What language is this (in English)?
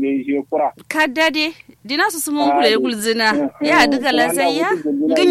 Kanuri